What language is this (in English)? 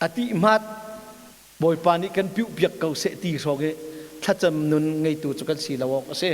Hakha Chin